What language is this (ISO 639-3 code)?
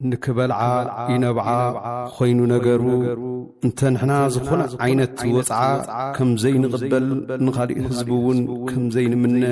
tir